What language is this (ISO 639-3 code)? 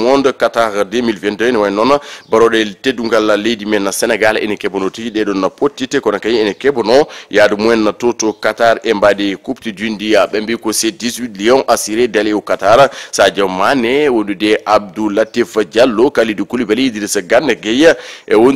ful